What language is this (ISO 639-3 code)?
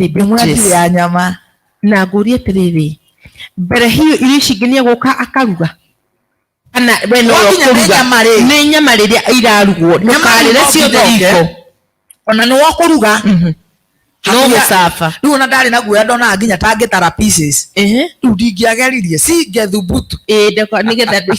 kik